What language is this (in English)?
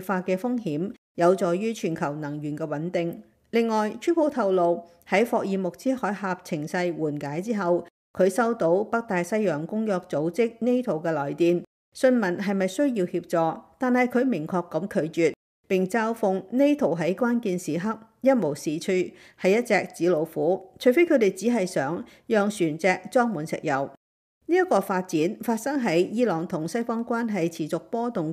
Cantonese